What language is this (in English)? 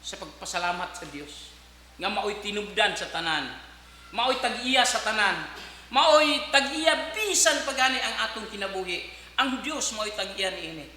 Cebuano